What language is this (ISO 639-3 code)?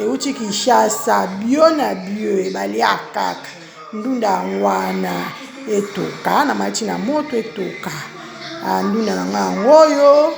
lin